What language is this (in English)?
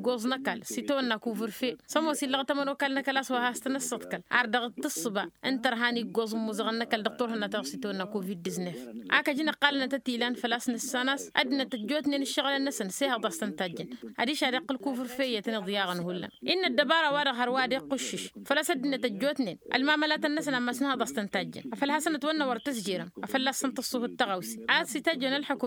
Tamasheq